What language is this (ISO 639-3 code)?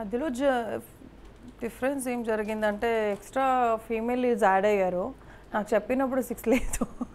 tel